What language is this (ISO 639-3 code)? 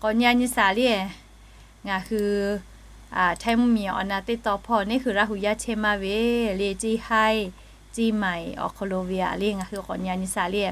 lhu